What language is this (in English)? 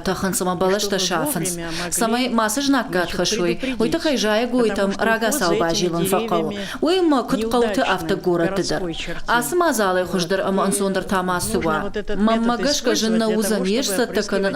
Ossetic